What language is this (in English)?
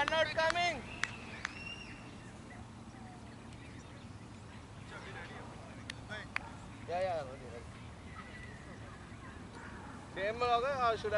Telugu